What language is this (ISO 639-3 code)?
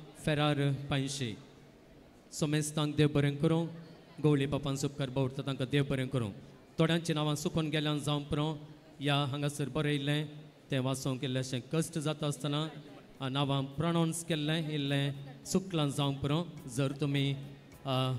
kok